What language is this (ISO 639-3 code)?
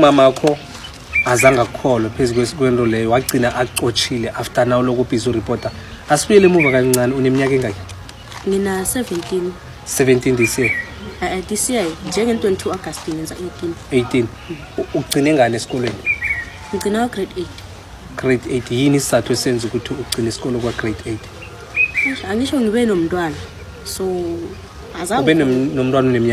zul